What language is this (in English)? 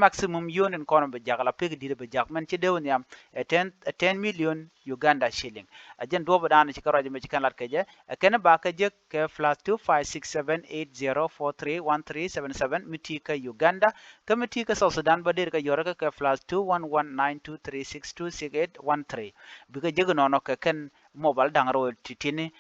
Nuer